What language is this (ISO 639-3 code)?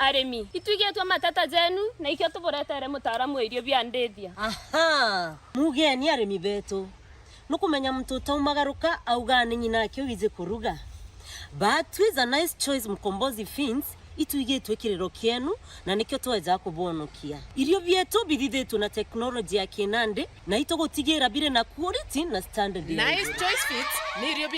mer